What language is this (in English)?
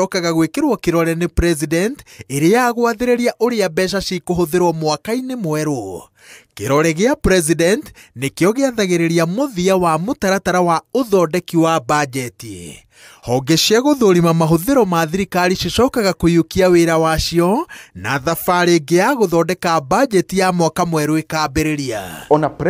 Kikuyu